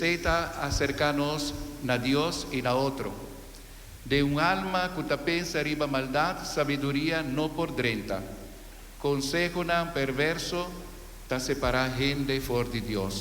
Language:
Papiamento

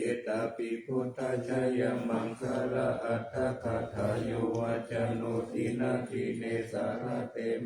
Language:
Pali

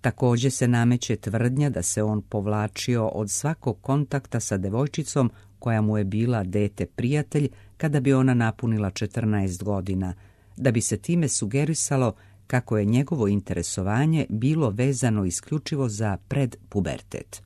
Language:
Serbian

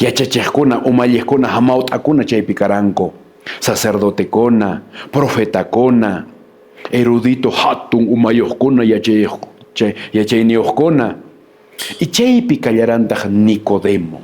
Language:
Quechua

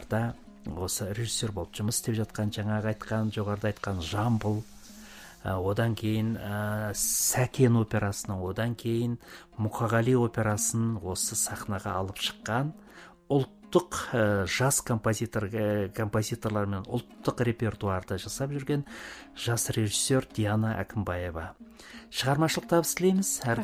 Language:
Kazakh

